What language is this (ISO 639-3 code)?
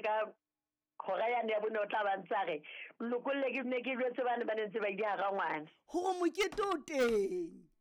sot